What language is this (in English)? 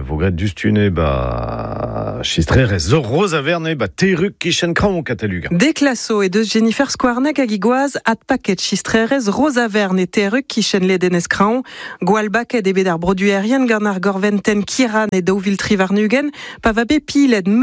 Breton